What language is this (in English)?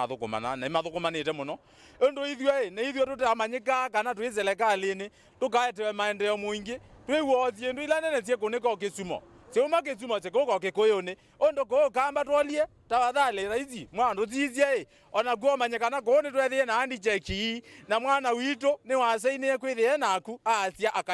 Kamba